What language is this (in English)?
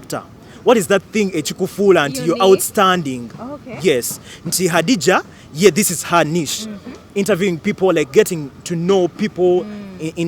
Ganda